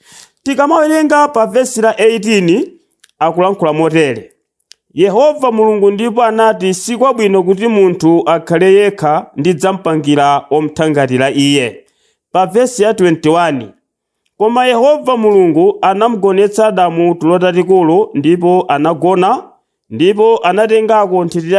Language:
Nyanja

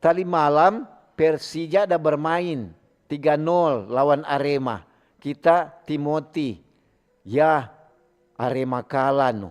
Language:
Manado Malay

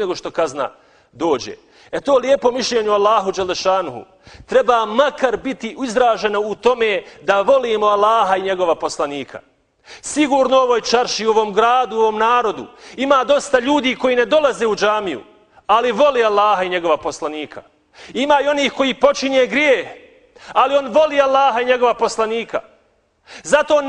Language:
Bosnian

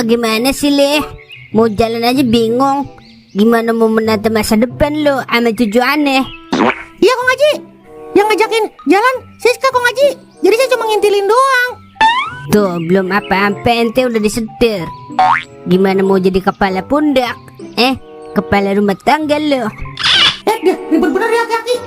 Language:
Betawi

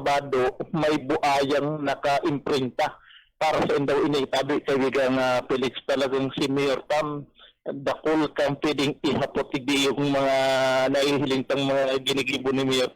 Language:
Bikol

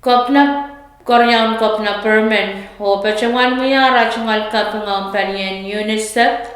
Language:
Pohnpeian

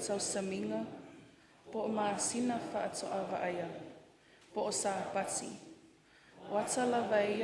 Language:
Samoan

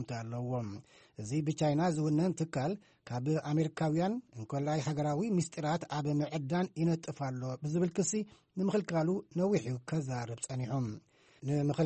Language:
Tigrinya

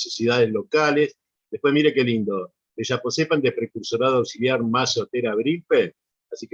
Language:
Guarani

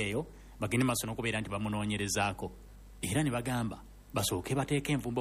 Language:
Ganda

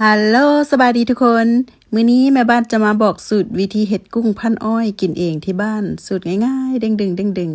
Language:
Lao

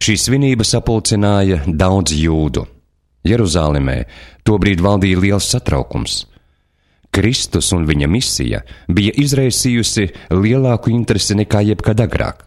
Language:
Latvian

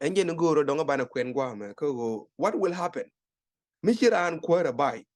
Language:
Nuer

